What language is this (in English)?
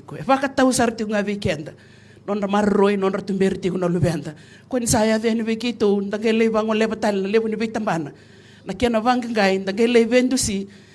Fijian